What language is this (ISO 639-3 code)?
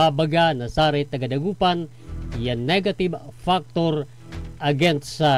pag